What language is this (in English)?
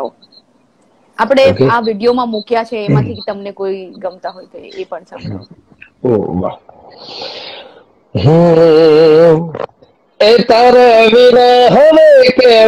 Gujarati